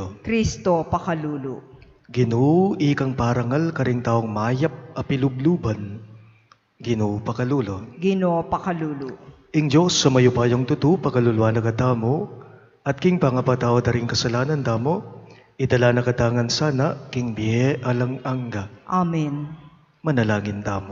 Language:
Pampanga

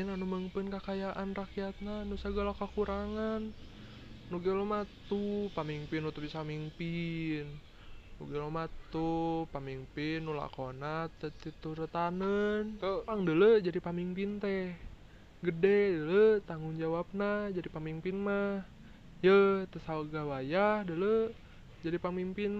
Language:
Sundanese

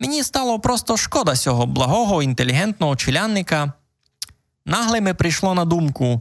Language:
Rusyn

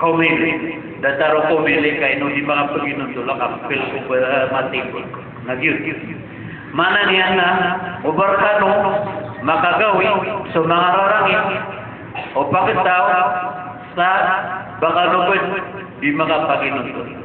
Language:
Maranao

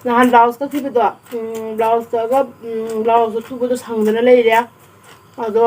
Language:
Manipuri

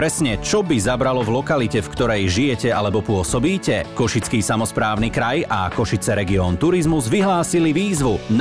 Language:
Slovak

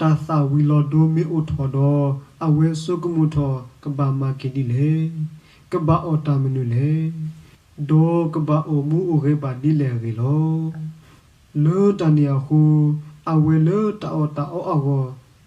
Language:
S'gaw Karen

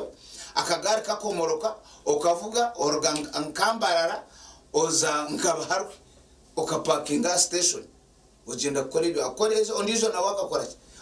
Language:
Nyankole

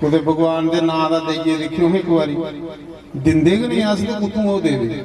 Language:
Dogri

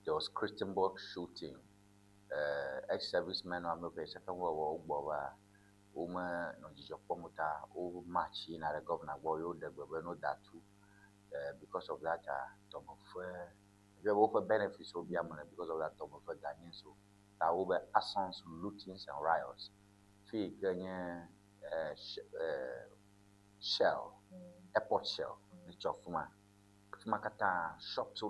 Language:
Ewe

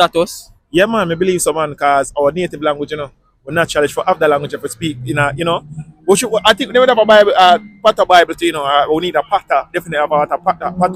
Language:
Jamaican Creole English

